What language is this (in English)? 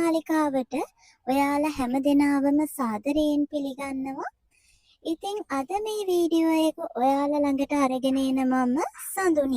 Sinhala